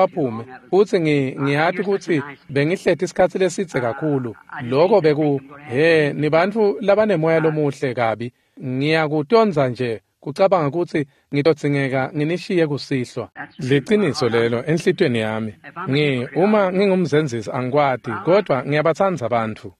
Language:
Swati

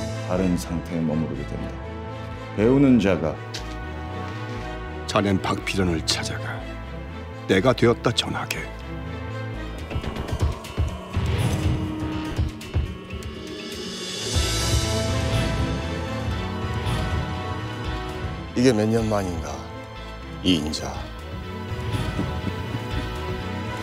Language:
Korean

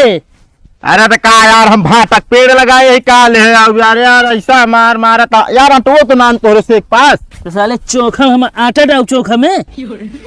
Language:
Awadhi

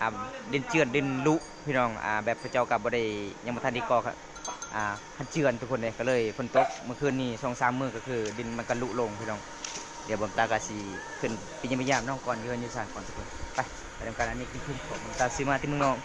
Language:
Lao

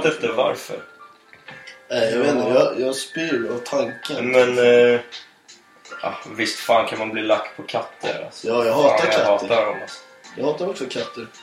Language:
Swedish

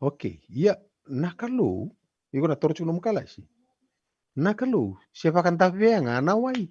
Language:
Fijian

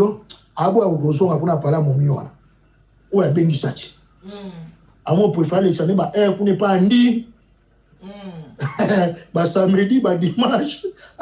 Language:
Lingala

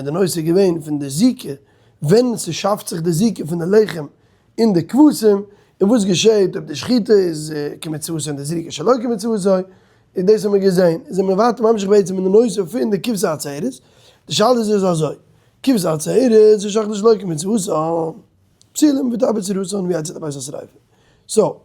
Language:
Yiddish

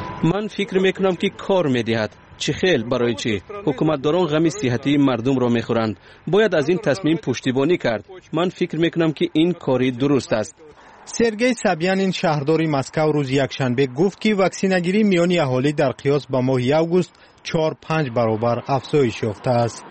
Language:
Persian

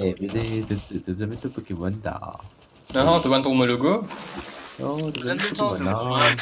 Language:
Morisyen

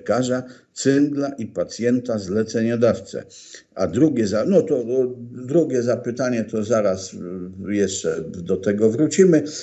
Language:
Polish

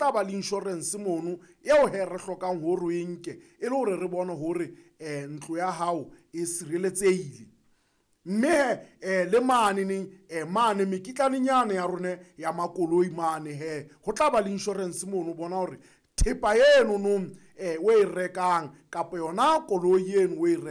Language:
Southern Sotho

